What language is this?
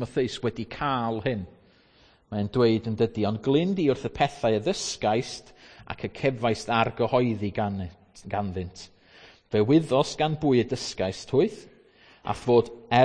Welsh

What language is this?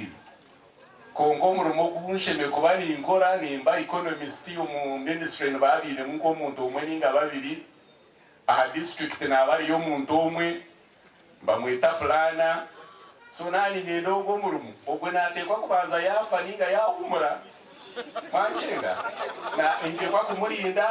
Nyankole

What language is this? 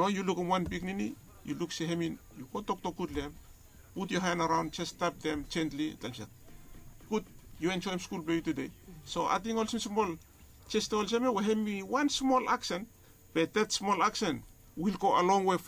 Bislama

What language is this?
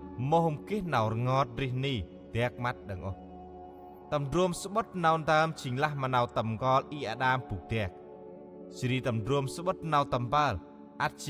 Central Mnong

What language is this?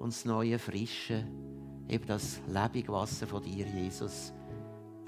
Swiss German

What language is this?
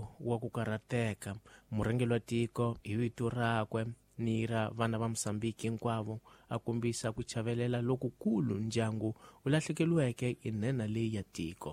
Tsonga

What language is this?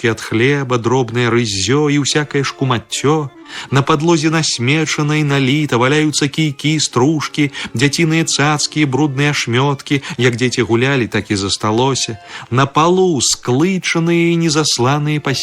Belarusian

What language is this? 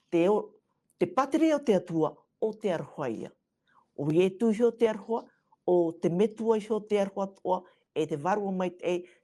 Tahitian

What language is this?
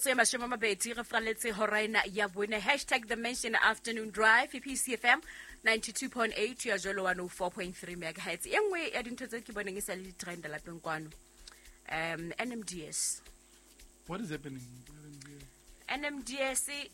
Southern Sotho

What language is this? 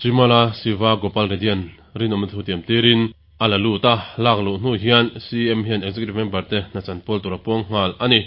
Mizo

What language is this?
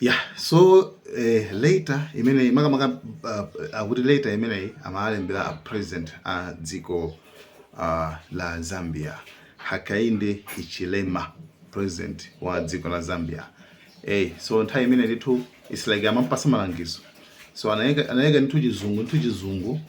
Nyanja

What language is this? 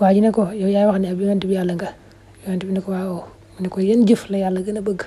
Wolof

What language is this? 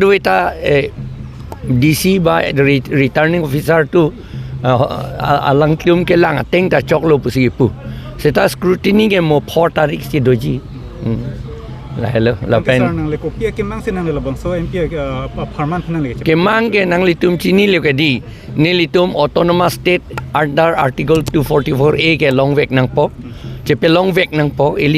Karbi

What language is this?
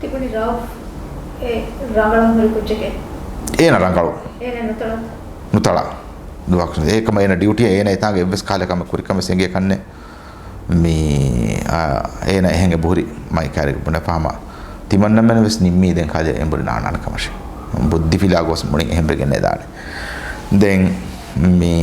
Divehi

